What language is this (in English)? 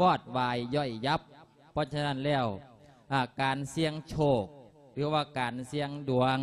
Lao